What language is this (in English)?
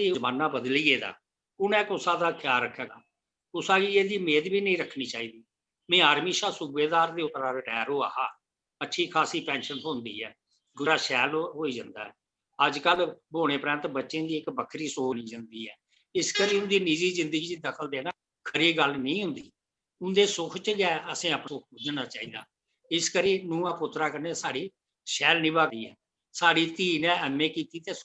Dogri